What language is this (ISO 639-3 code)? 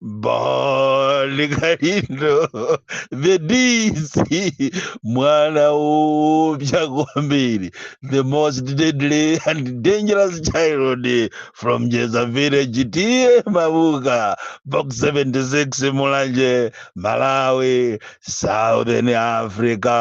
nya